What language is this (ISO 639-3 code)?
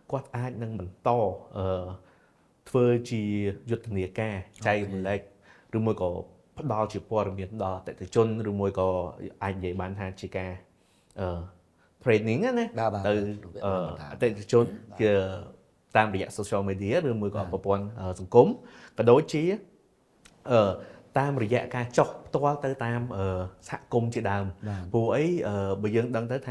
khm